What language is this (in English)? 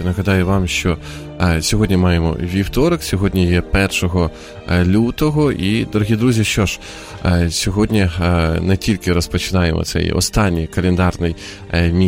Ukrainian